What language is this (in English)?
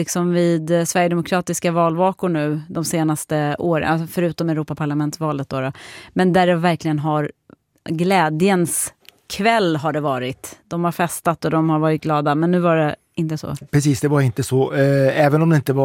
Swedish